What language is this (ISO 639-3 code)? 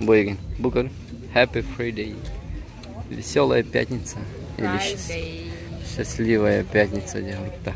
sah